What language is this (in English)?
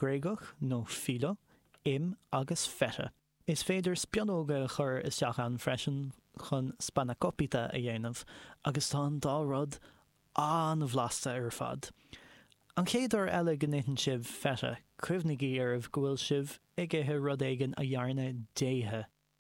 Irish